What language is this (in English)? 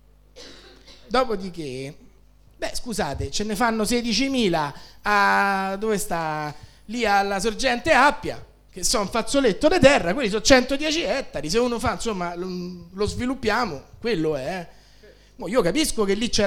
Italian